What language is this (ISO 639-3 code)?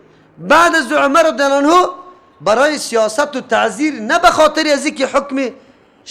fas